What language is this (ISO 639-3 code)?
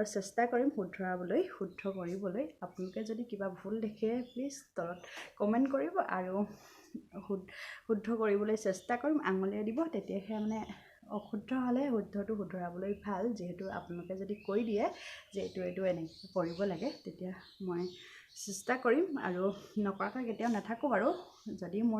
asm